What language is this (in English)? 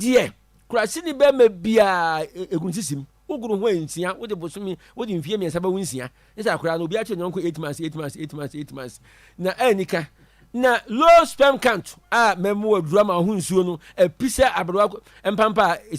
Akan